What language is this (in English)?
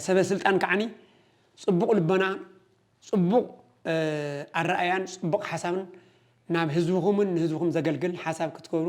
Tigrinya